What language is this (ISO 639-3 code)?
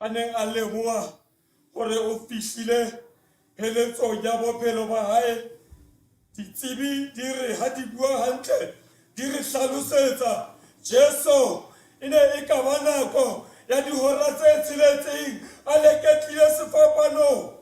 sot